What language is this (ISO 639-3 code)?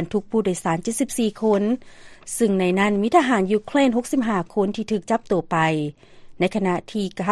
lao